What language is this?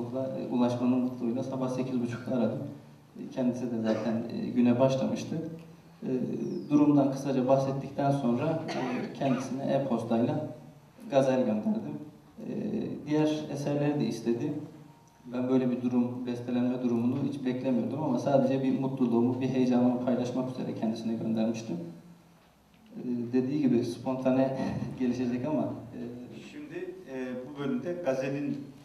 Turkish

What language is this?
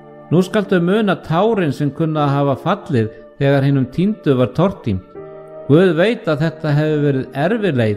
Icelandic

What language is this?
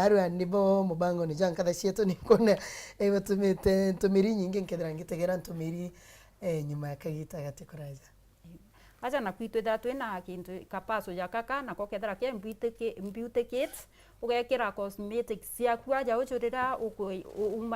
Meru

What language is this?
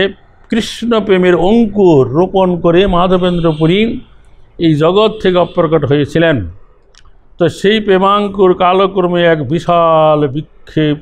Bangla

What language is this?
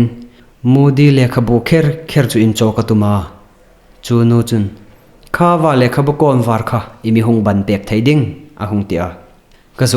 Hmar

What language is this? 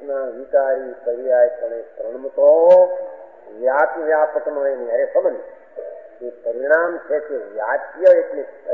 Gujarati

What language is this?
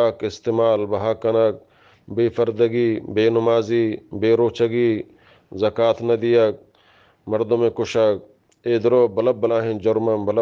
Eastern Balochi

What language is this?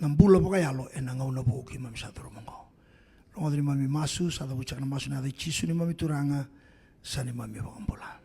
Fijian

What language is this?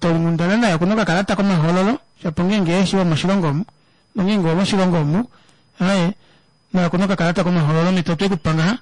Kuanyama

